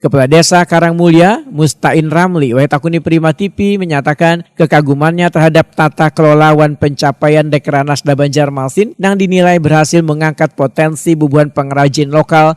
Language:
Banjar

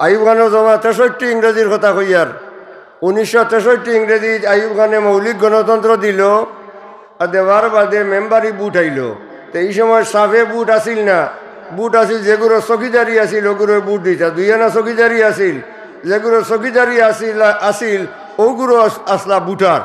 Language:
Sylheti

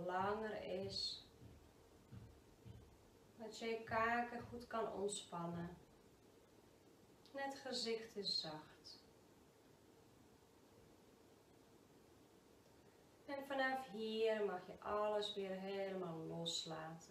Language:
Dutch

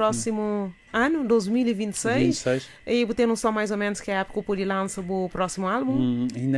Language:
Kabuverdianu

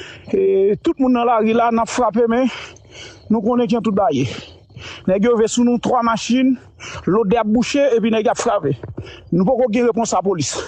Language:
Haitian Creole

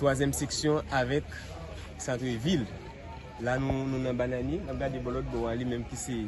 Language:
Haitian Creole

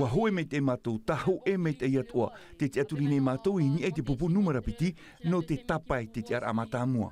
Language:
Tahitian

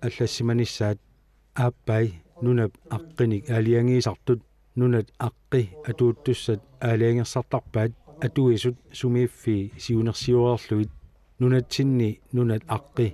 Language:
Kalaallisut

